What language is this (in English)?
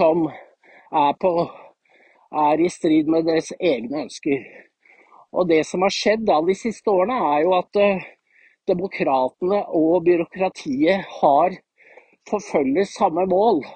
Norwegian